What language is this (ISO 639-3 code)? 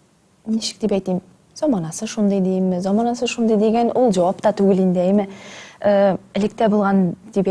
tat